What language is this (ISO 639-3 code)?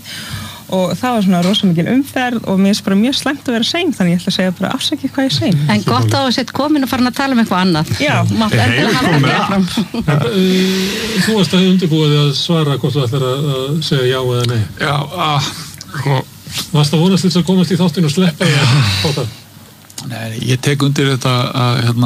isl